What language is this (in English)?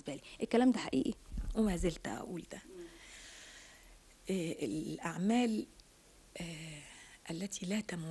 Egyptian Arabic